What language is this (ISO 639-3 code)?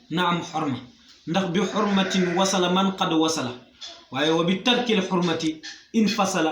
wol